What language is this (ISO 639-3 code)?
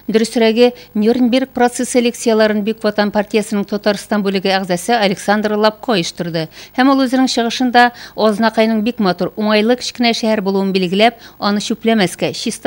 tat